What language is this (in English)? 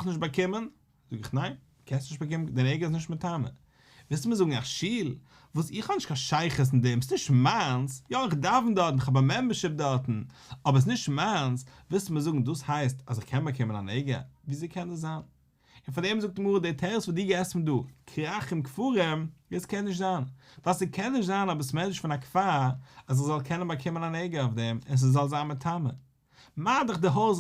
Yiddish